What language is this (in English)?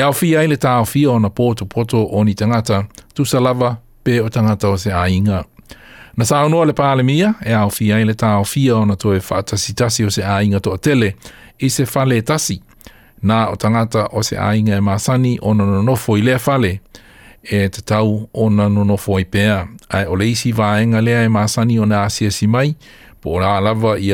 Samoan